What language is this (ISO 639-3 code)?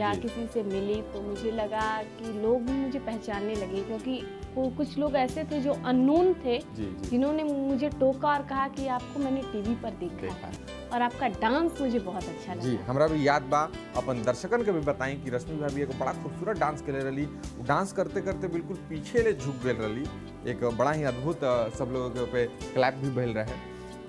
bho